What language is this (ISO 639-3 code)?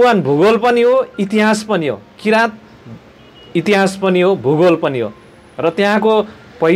nep